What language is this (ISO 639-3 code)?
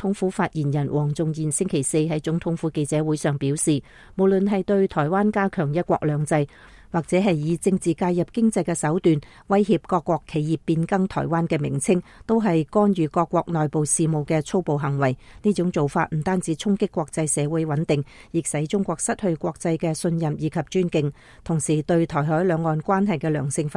yue